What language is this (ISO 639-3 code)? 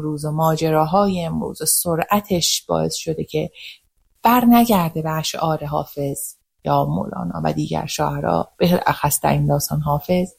fas